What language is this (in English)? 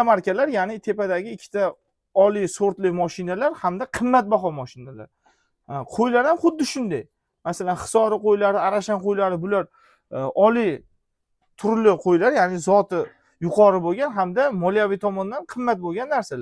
Uzbek